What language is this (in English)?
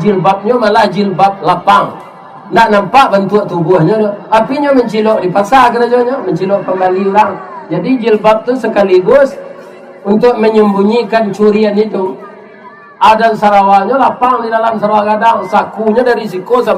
Minangkabau